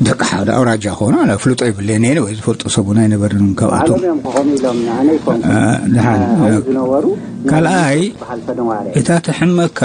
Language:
Tigrinya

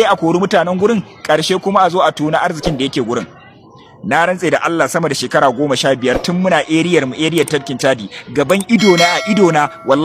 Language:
Hausa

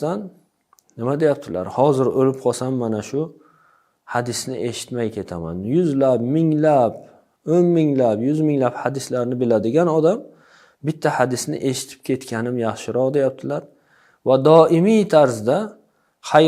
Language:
Uzbek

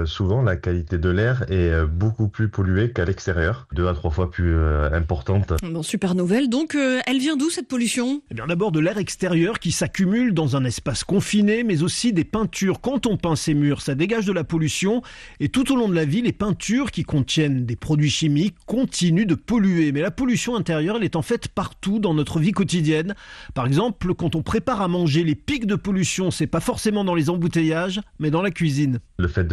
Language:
French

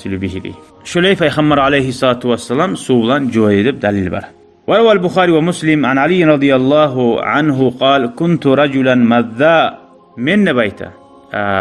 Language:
Kumyk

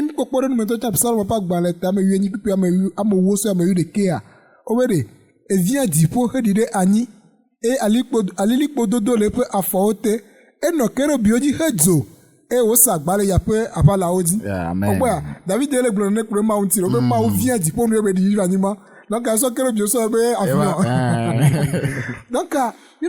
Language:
Ewe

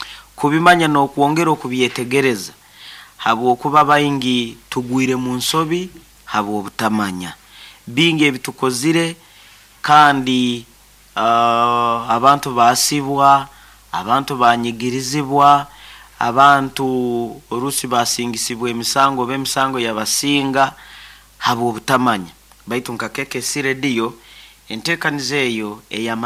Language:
Nyoro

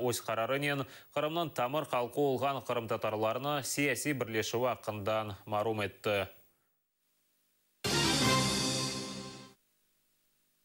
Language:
Kazakh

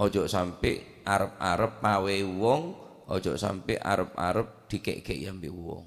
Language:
Madurese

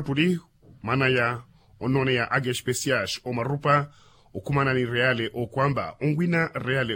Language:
Makhuwa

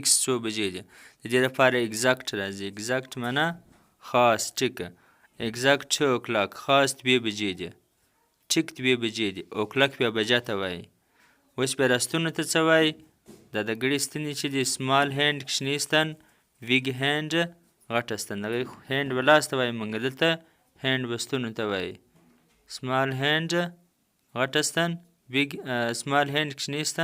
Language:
Pashto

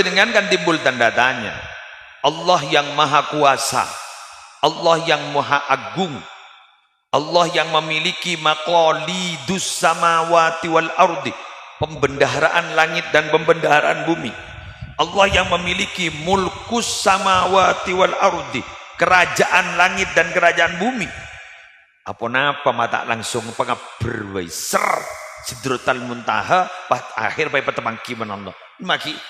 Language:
Madurese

